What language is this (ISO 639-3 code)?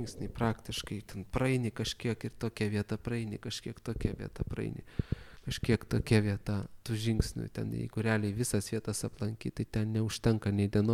lit